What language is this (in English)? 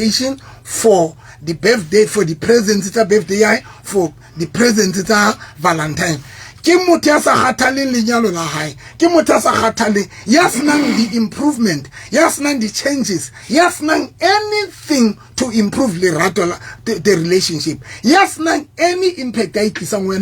Southern Sotho